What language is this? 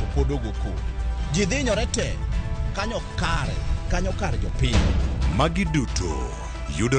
Luo (Kenya and Tanzania)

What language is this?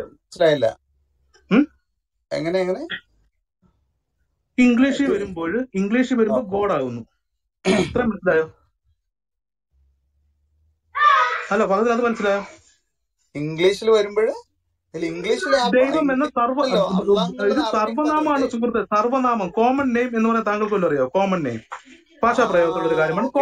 Malayalam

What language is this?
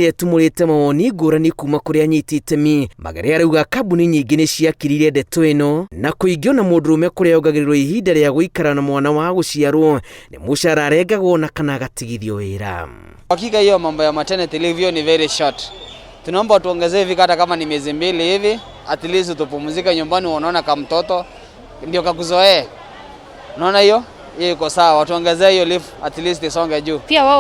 Kikuyu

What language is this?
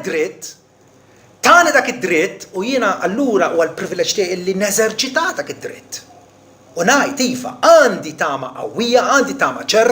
Maltese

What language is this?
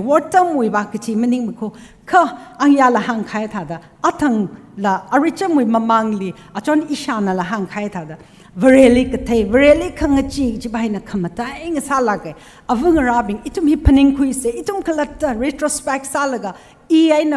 Tangkhul Naga (India)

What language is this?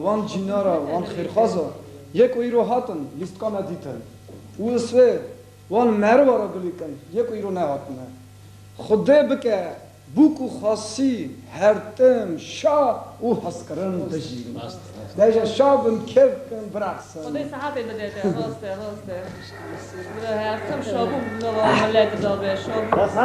Kurdish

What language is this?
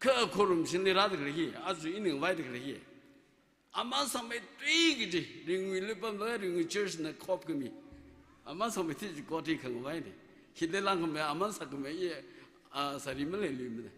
Tangkhul Naga (India)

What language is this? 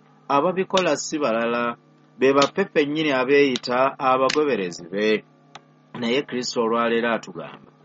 Ganda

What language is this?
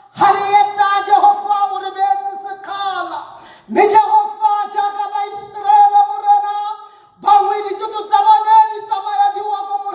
Tswana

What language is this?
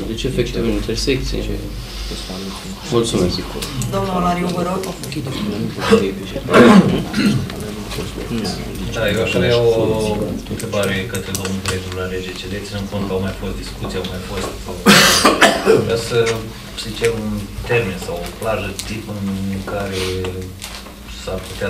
Romanian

